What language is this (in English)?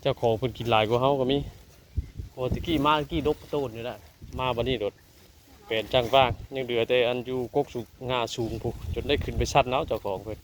Northeastern Thai